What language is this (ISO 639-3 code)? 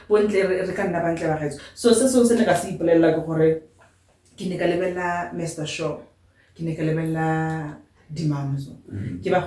tsn